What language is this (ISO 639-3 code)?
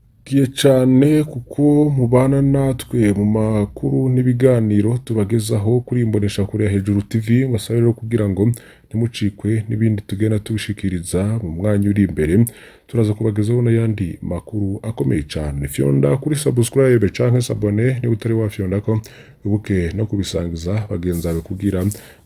run